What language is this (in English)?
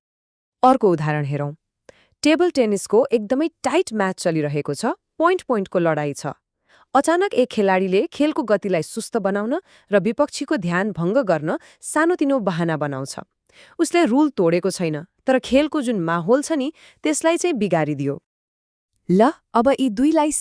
Nepali